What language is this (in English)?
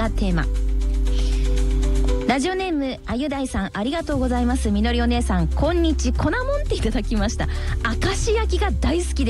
Japanese